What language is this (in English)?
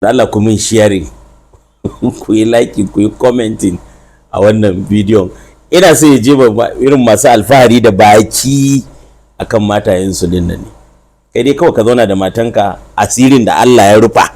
Hausa